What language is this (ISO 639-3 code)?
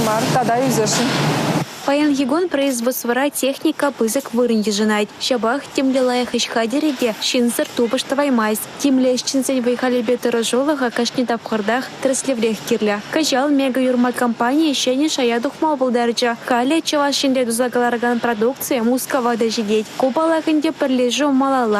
chv